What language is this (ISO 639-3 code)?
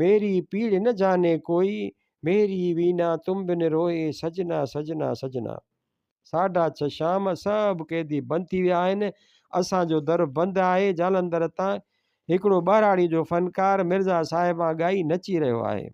snd